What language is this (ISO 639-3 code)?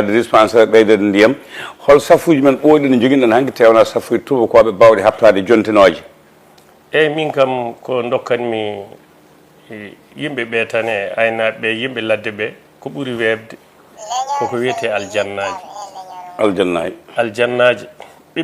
ful